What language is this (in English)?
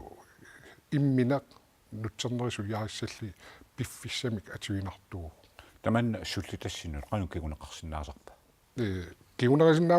Kalaallisut